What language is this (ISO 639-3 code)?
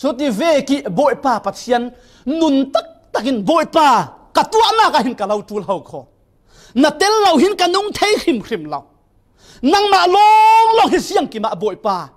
cfm